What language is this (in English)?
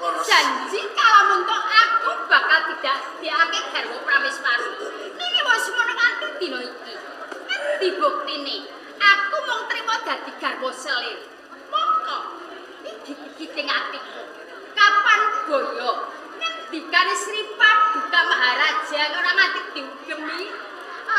Javanese